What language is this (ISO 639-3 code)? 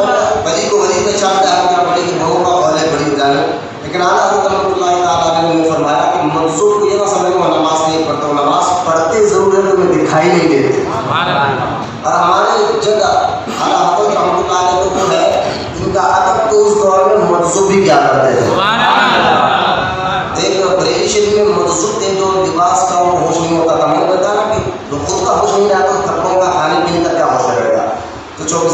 urd